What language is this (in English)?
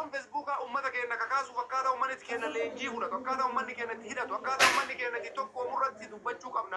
Oromo